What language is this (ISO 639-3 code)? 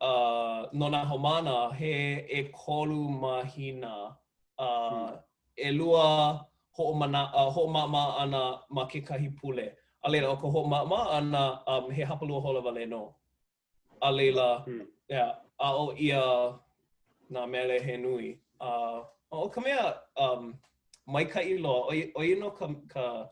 haw